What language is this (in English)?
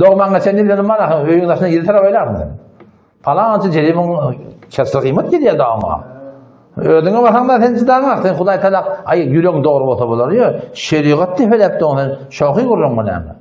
Turkmen